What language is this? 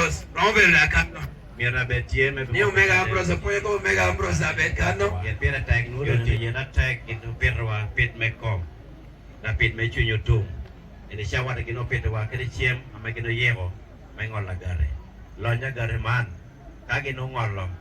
Lango (Uganda)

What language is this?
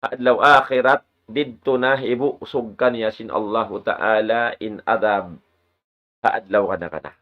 Tausug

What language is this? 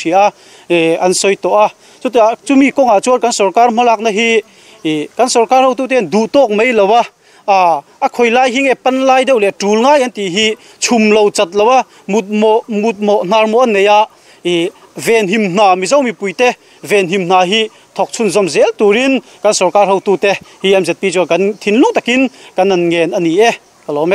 Mizo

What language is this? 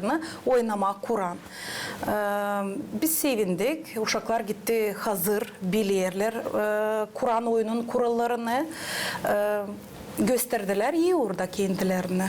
Gagauz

